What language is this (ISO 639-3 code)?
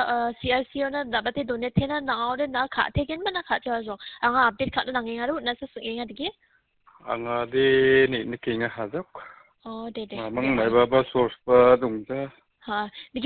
grt